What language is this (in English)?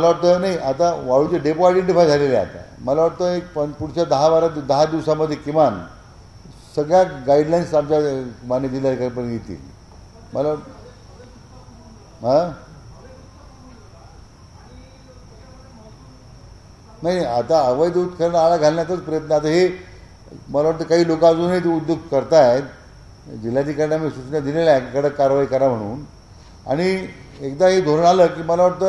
Marathi